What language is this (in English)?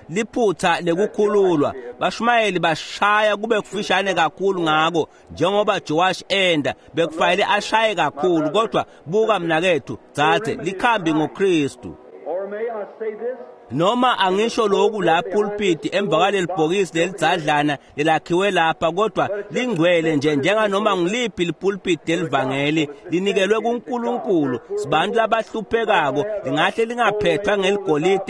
Swati